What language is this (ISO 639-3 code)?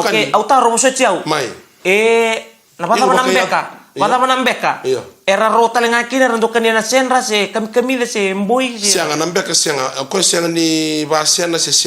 fij